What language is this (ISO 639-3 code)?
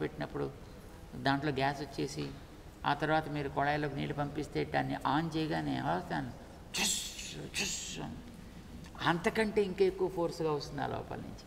tel